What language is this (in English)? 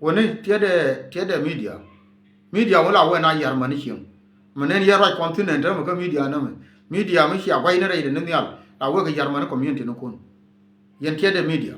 Nuer